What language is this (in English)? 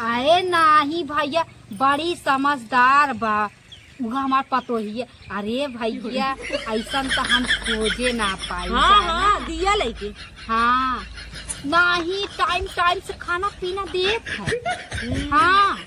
Awadhi